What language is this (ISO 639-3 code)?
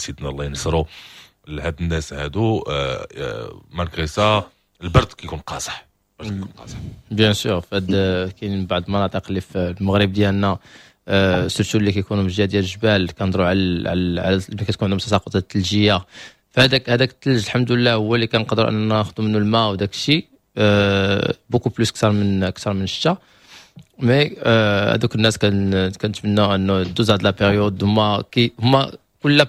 ary